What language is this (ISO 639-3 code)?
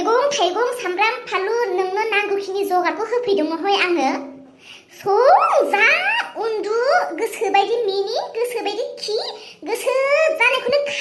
brx